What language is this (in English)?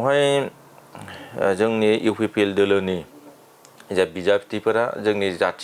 Bodo